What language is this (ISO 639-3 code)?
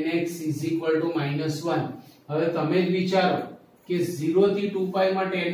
guj